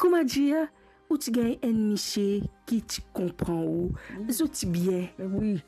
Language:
Morisyen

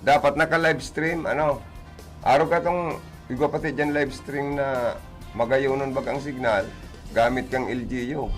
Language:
Bikol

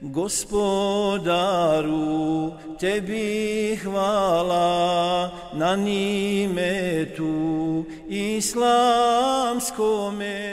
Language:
Bosnian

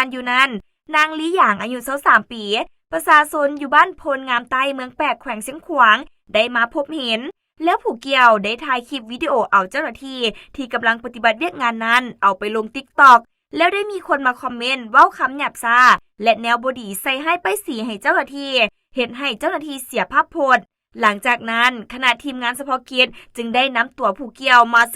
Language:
Lao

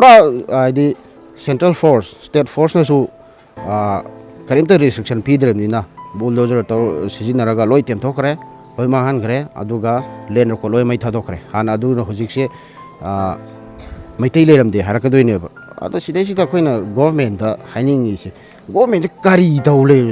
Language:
Manipuri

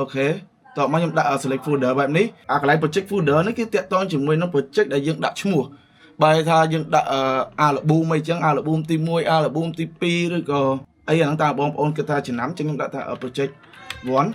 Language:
Khmer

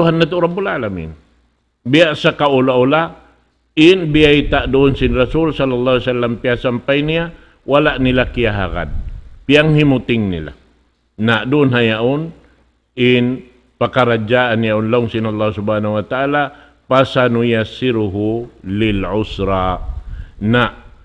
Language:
Tausug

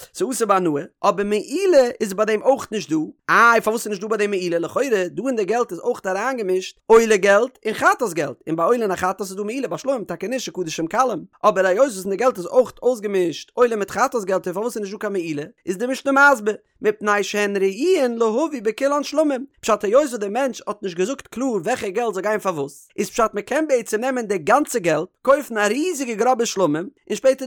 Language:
Yiddish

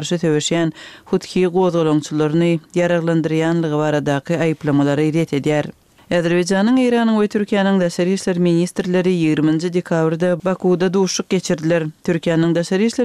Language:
Turkmen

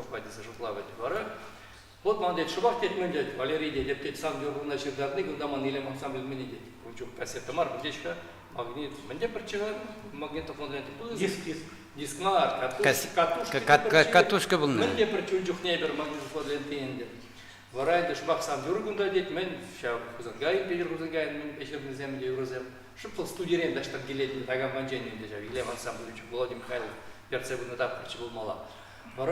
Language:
Chuvash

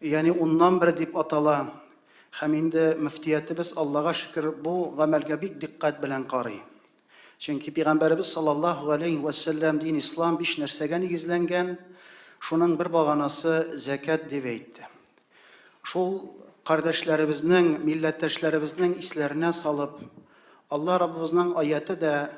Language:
Tatar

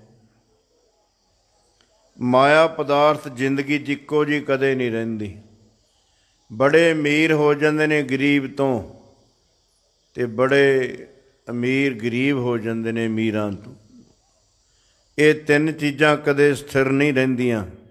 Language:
Punjabi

